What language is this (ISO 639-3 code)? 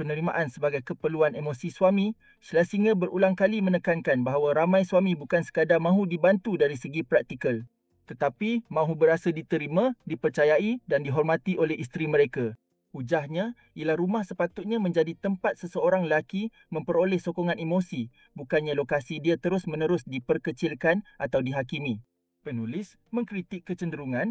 msa